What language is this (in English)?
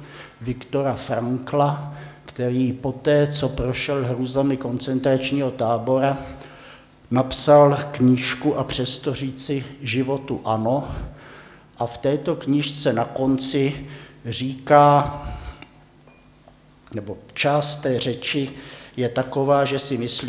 Czech